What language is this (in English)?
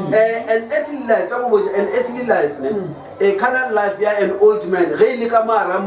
Northern Sotho